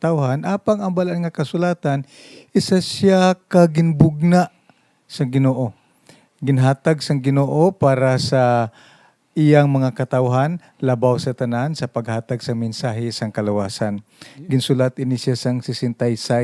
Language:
Hiligaynon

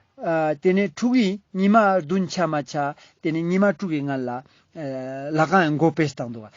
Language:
Ladakhi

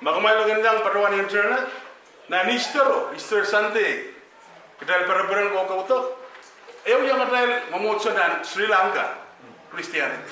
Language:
Pohnpeian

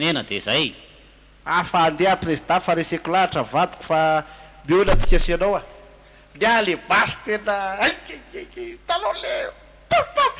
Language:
Malagasy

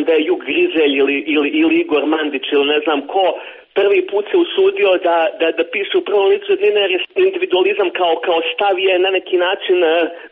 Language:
Serbian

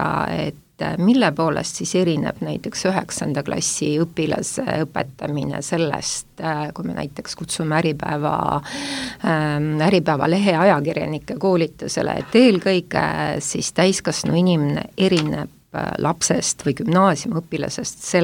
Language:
Estonian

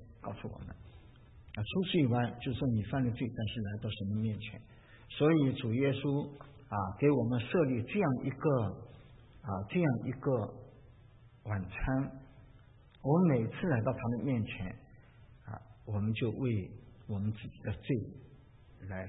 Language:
Chinese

